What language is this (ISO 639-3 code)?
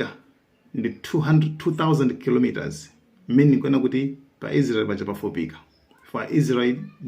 nya